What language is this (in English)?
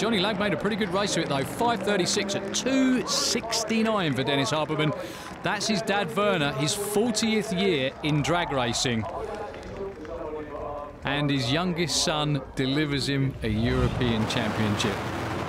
English